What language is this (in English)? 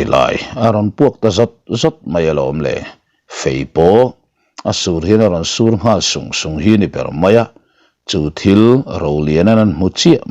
Mizo